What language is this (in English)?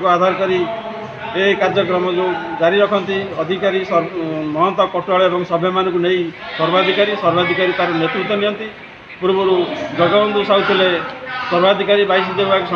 Odia